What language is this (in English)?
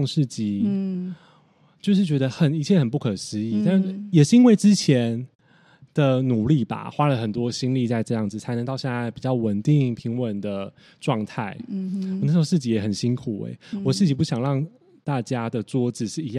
Chinese